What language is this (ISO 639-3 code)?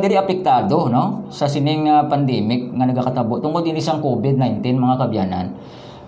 hil